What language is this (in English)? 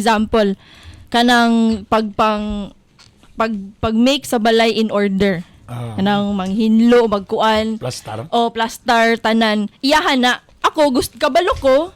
Cebuano